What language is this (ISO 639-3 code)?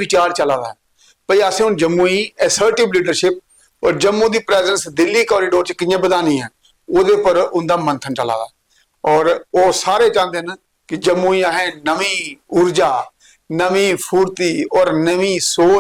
doi